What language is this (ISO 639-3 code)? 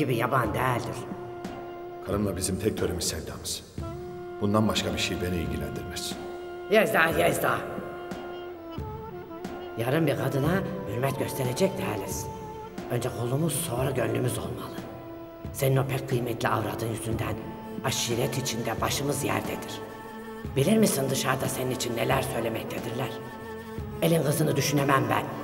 tur